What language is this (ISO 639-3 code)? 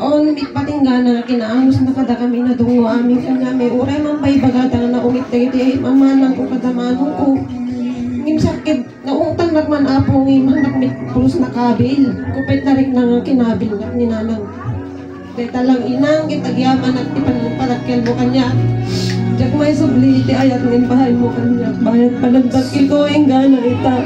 ilo